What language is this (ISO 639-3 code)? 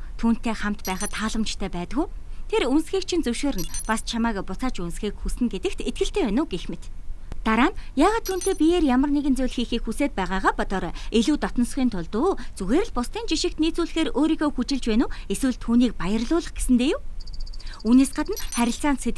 mon